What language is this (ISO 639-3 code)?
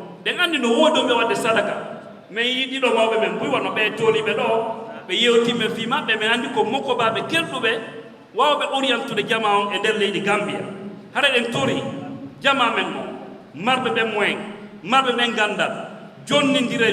ful